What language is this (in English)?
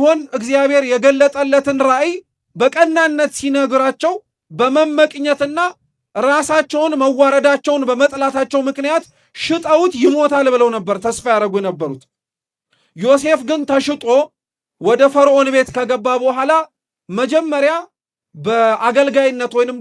Amharic